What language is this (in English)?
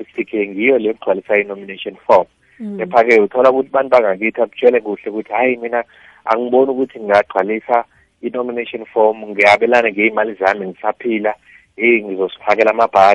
South Ndebele